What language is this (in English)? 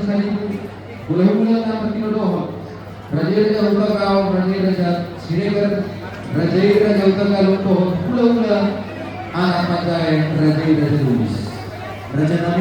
Batak Toba